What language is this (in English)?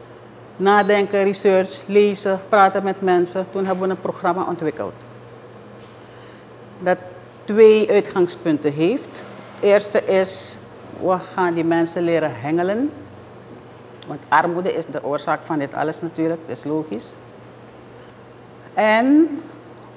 Dutch